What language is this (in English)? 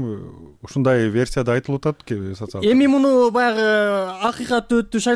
Kyrgyz